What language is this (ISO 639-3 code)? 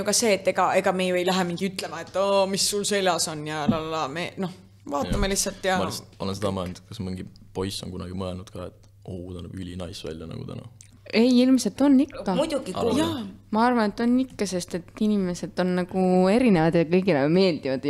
est